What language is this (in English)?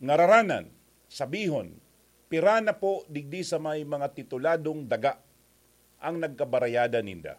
Bikol